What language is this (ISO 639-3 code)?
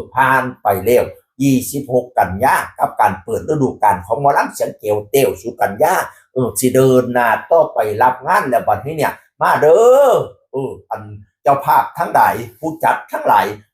tts